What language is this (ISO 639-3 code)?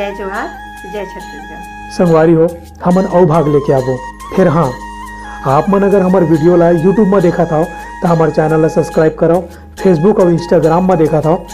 hne